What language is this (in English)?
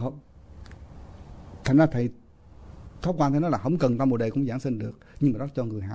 Vietnamese